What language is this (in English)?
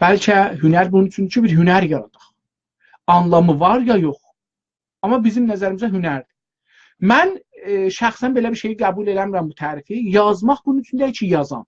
South Azerbaijani